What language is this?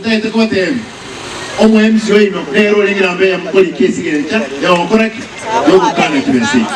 Gusii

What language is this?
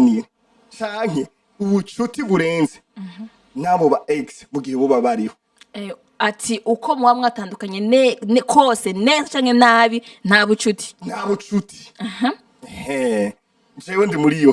Rundi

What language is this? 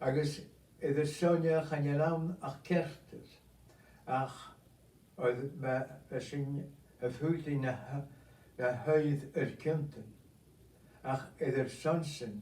Scottish Gaelic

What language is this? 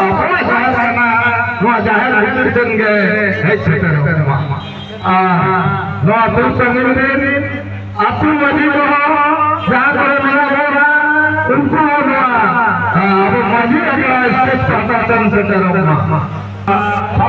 Santali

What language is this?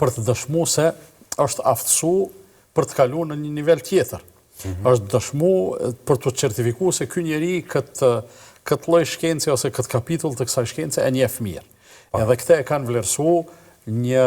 Albanian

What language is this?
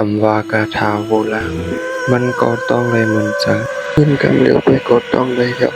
Shan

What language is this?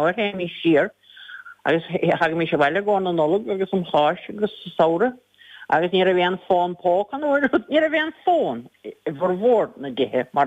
Irish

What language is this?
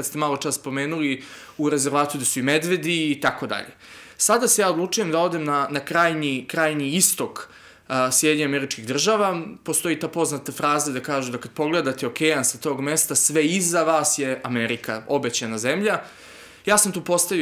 Serbian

